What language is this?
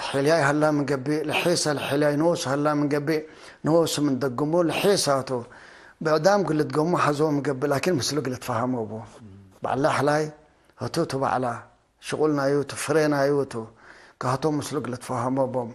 Tigre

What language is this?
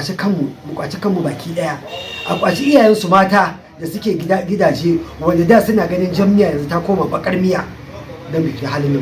Hausa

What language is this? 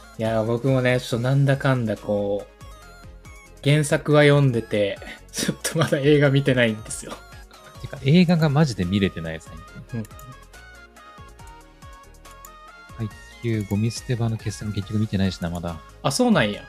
Japanese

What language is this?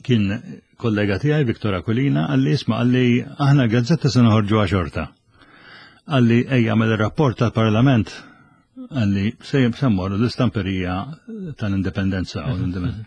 Maltese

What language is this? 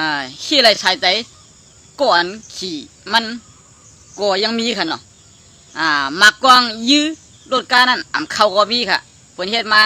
Shan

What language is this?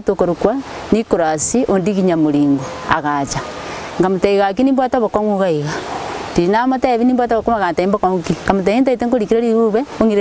Gusii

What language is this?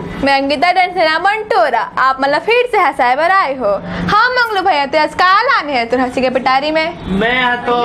Chhattisgarhi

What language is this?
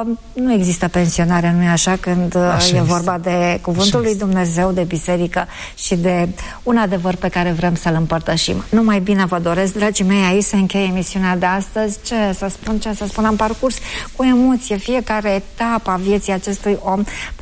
Romanian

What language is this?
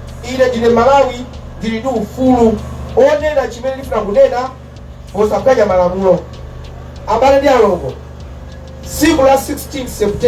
Nyanja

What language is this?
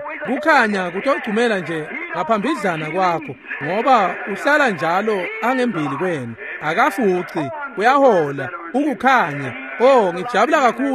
Swati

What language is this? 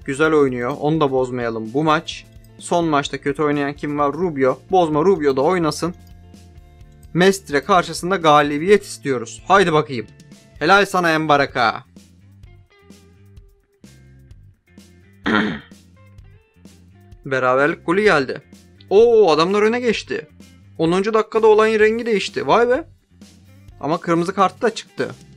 Turkish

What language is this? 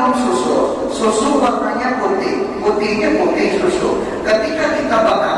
Banjar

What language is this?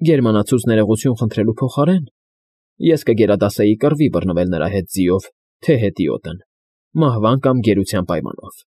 Armenian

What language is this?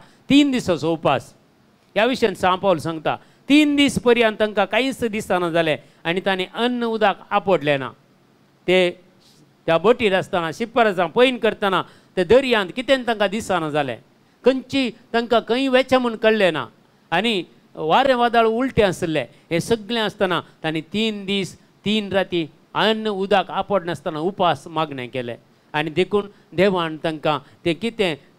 Konkani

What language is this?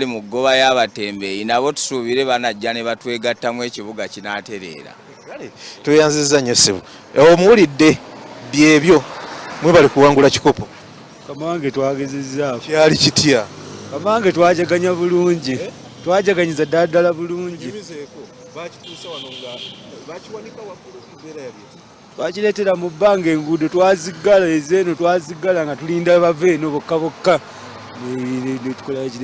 Ganda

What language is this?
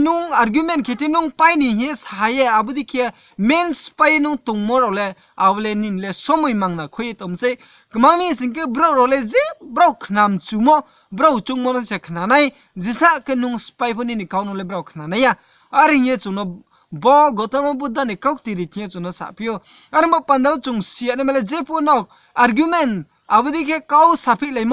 Riang (India)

